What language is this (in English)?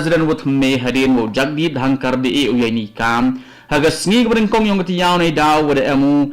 Khasi